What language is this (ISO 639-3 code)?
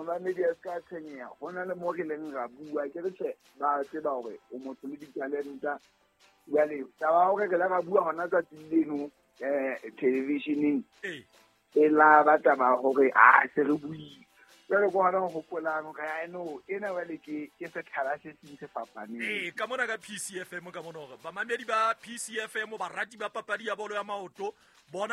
sot